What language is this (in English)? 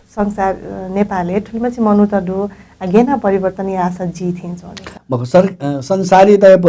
Newari